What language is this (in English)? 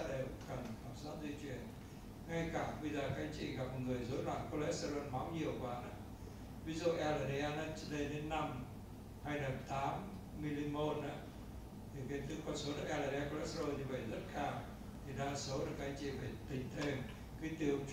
Vietnamese